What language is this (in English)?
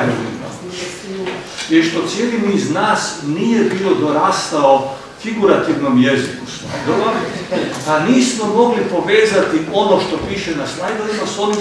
Croatian